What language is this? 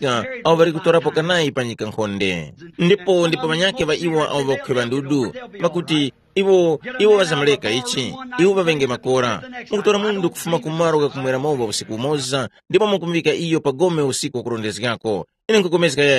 Tumbuka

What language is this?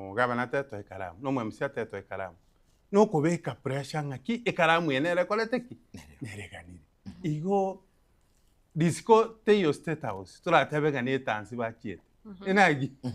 Gusii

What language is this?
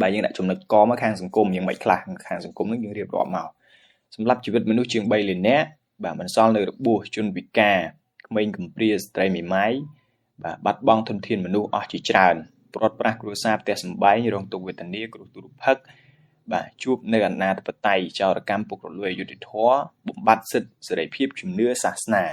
Khmer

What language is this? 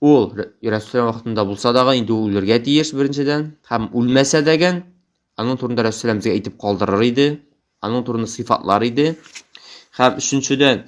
Tatar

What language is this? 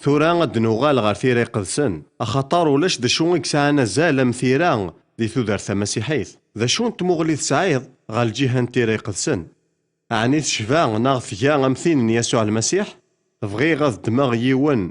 Kabyle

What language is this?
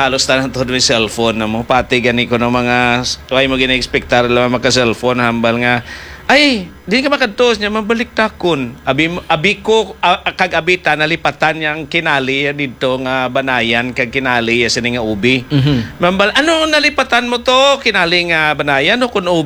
Hiligaynon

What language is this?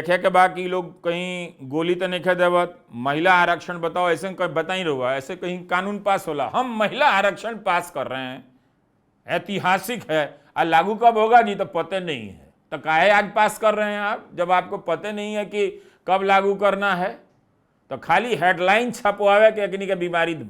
Bhojpuri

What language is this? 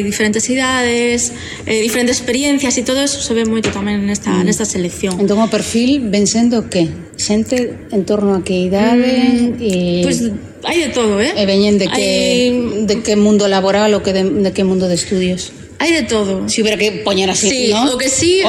Galician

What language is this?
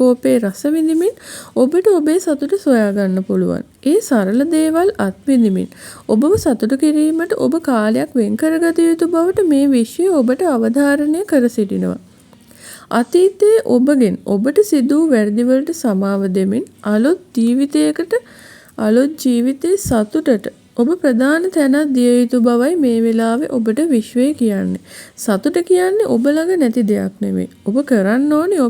Sinhala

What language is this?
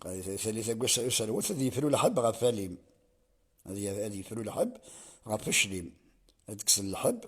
Kabyle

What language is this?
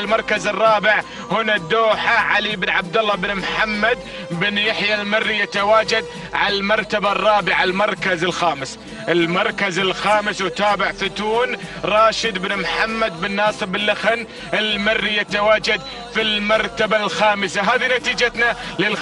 Arabic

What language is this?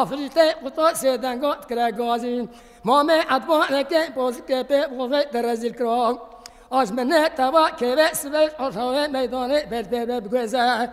Kurdish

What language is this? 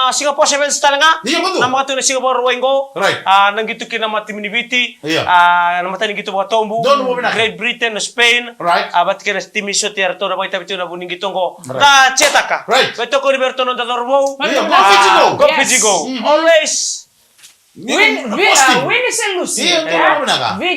Fijian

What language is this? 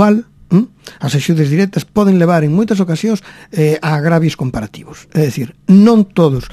Galician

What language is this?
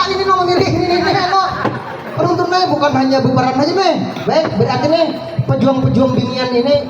Banjar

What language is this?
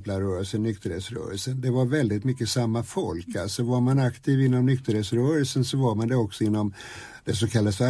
Swedish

